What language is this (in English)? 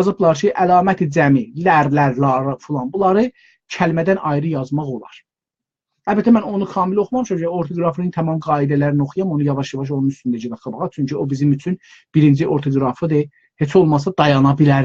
South Azerbaijani